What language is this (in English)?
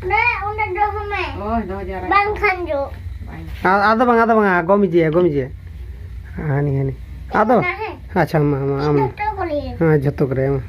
Santali